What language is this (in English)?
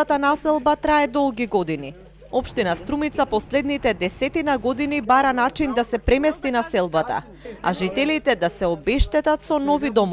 Macedonian